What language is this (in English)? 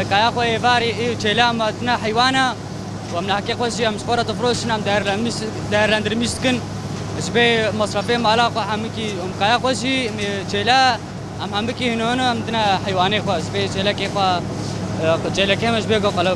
Kurdish